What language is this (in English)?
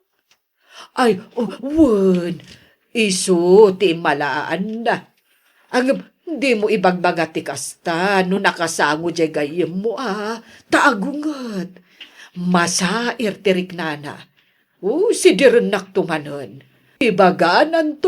Iloko